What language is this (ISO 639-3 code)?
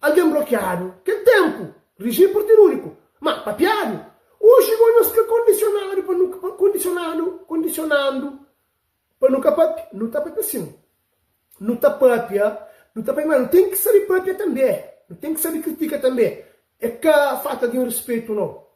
kea